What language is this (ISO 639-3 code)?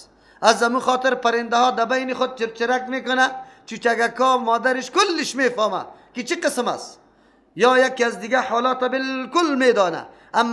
fas